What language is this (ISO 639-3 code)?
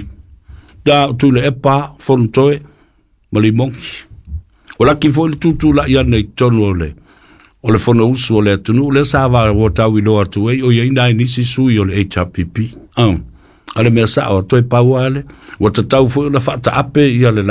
smo